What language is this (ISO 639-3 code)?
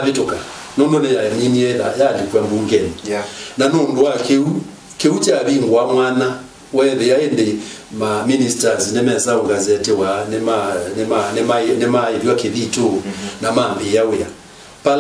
kam